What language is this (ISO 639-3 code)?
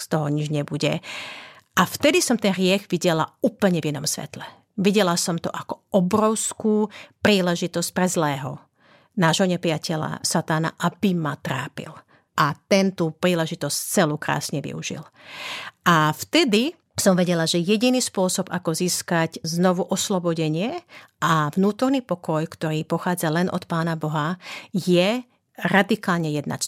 slk